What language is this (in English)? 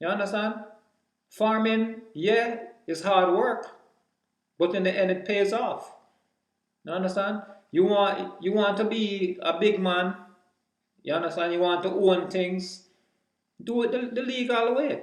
Jamaican Creole English